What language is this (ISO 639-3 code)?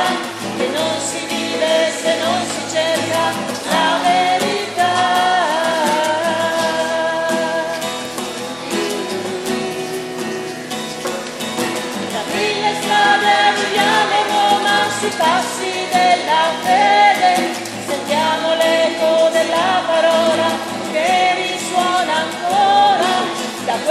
ita